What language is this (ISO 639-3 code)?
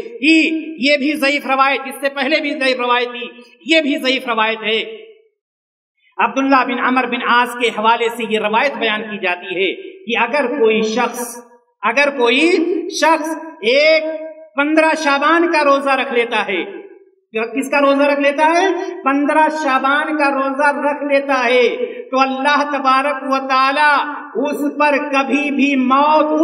urd